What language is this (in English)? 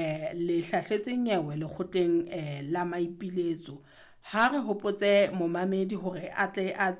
Southern Sotho